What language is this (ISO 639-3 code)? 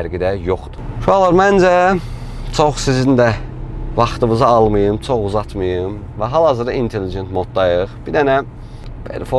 aze